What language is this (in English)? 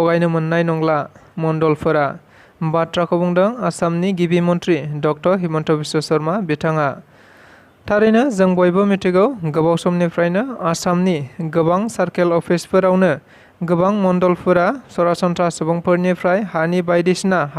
Bodo